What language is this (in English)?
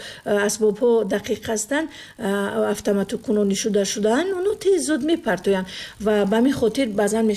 Tajik